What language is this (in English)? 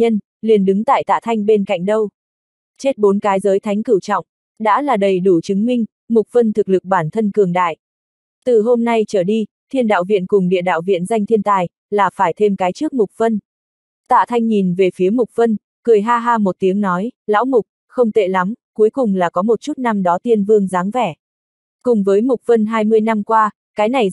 Vietnamese